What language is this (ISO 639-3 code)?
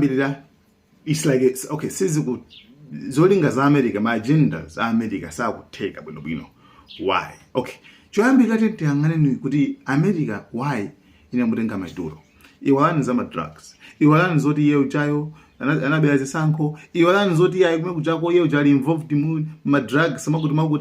nya